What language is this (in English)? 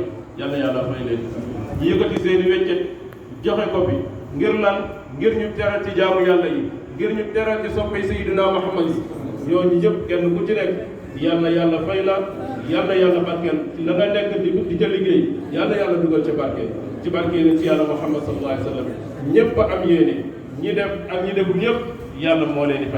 Wolof